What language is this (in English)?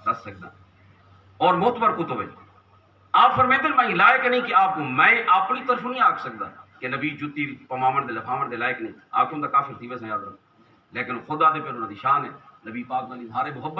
Saraiki